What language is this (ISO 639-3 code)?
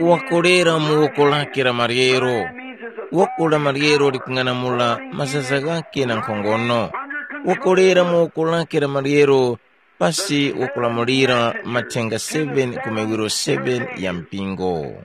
tum